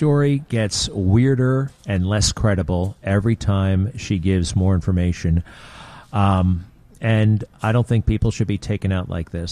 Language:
English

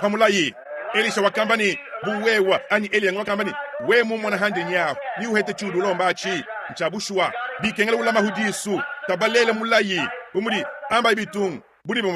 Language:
Luba-Lulua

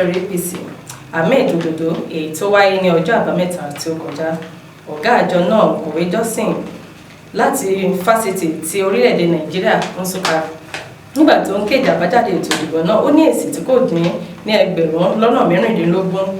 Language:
Yoruba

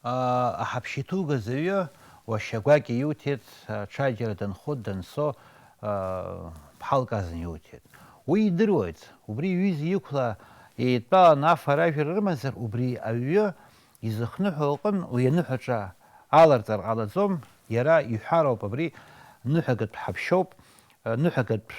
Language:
Abkhazian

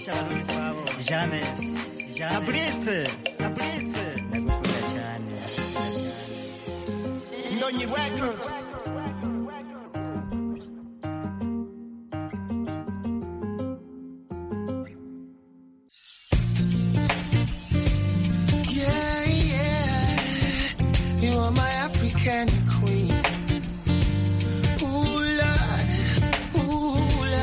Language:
Kinyarwanda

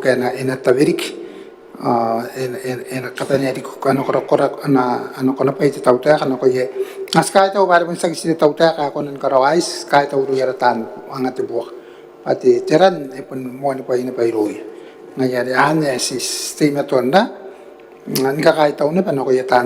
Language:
Gilbertese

